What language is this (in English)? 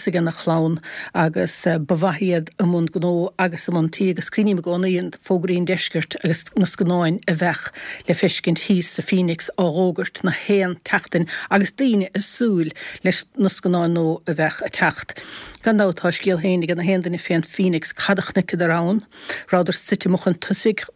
Irish